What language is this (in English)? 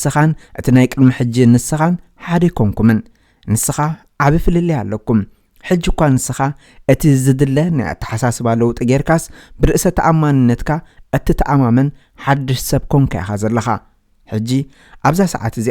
Tigrinya